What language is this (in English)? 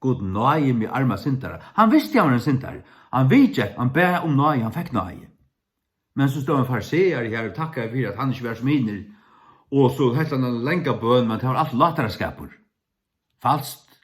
Faroese